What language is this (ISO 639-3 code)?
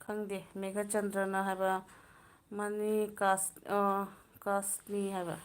mni